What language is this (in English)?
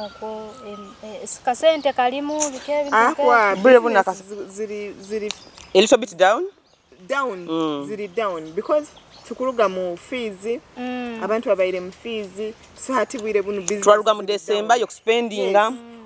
Nyoro